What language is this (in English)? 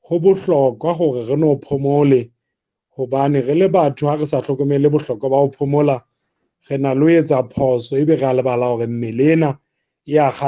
Southern Sotho